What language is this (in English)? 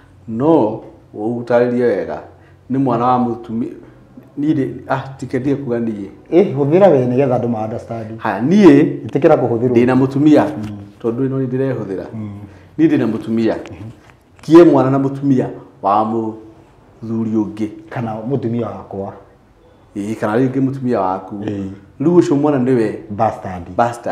Kikuyu